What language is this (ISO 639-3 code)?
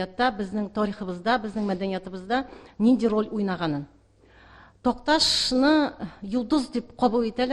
tat